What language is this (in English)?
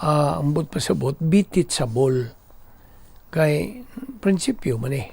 Cebuano